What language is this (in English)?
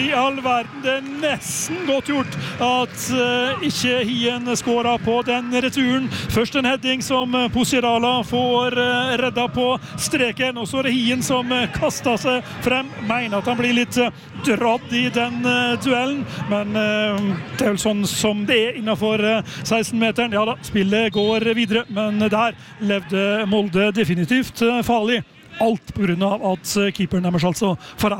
Norwegian